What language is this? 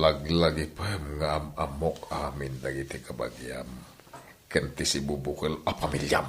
Iloko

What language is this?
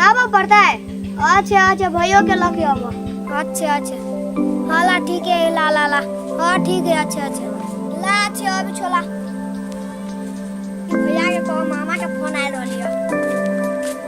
Maithili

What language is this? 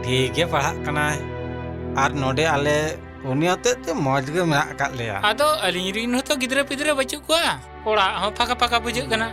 Santali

